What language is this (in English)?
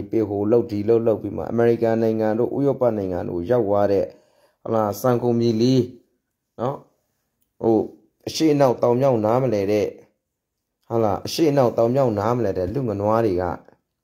Burmese